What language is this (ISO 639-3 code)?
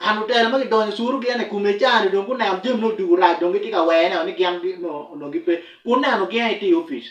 ach